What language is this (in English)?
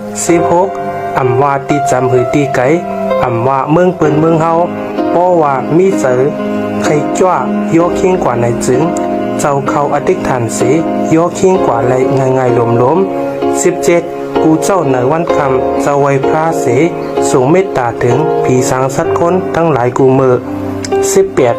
Shan